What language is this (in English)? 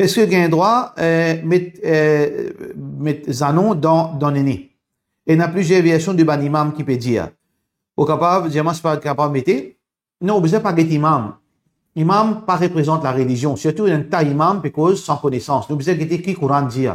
Morisyen